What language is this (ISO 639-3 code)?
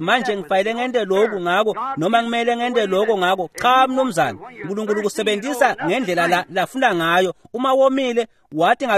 ssw